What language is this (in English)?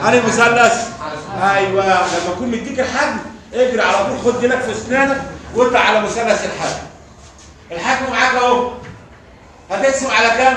Egyptian Arabic